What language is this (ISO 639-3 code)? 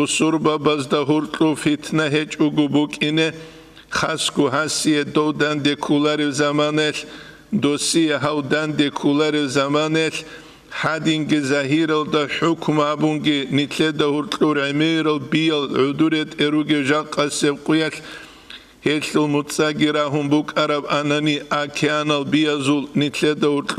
ava